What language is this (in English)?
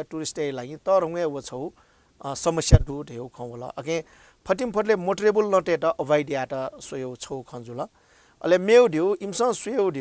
Newari